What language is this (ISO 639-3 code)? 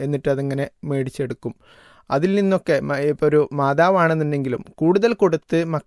mal